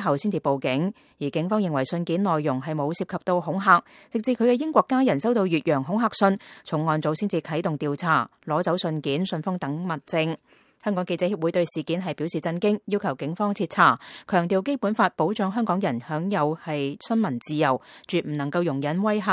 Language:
Cantonese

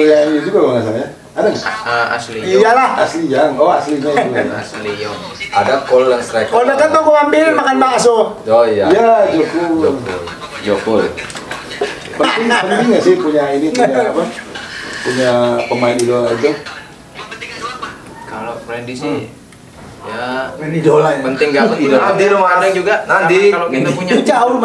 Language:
Indonesian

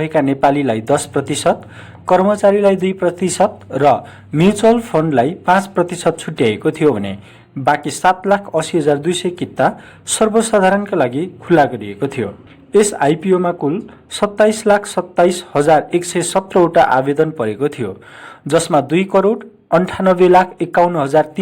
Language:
Nepali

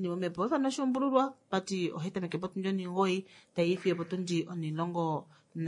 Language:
Kuanyama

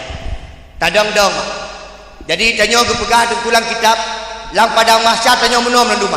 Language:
Achinese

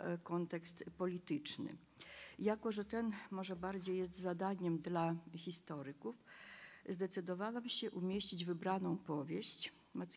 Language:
Polish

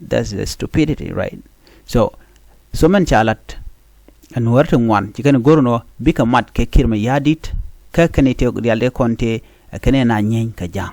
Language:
Nuer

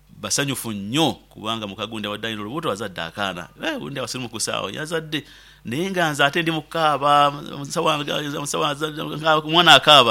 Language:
Nyoro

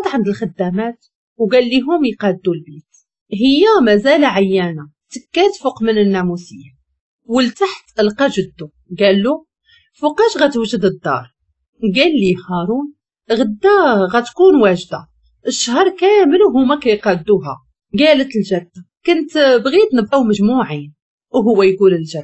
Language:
Moroccan Arabic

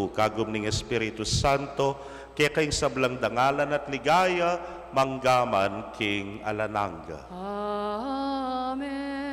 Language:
Pampanga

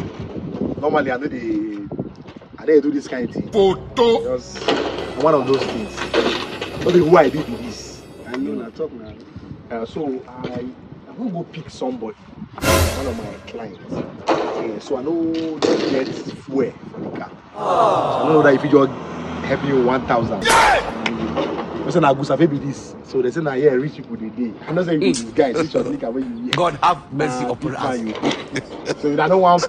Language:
Nigerian Pidgin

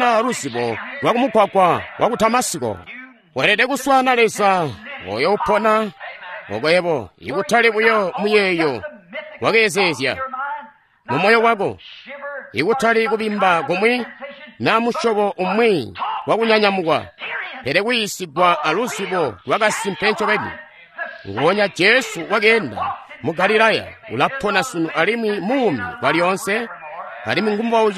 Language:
Tonga (Zambia)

